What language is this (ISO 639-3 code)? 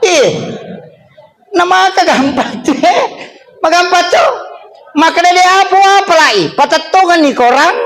bug